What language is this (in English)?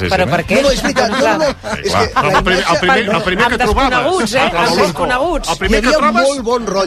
Catalan